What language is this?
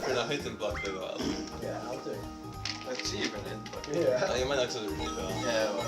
Faroese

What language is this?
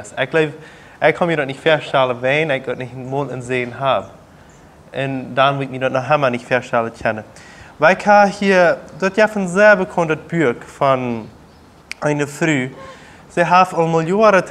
Plautdietsch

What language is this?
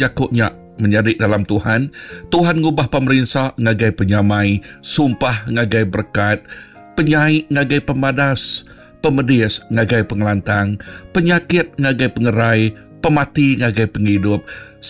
Iban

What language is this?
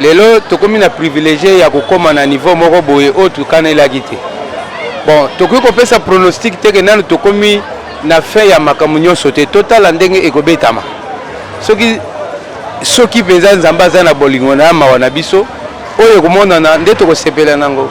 Lingala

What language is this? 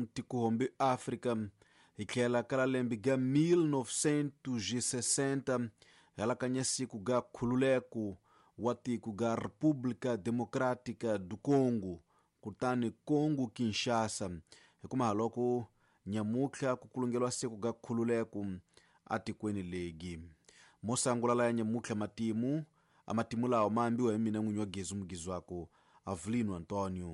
Tsonga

